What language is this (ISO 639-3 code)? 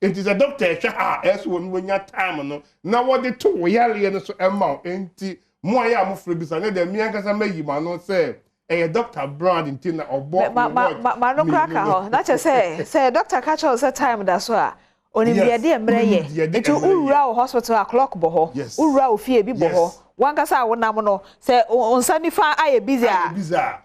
aka